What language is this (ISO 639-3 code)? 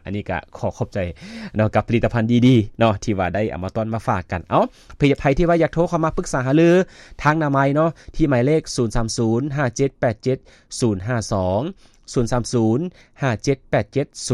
lao